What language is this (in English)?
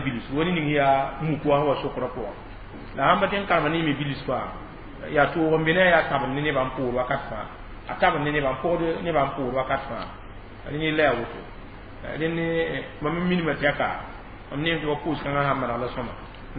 Mossi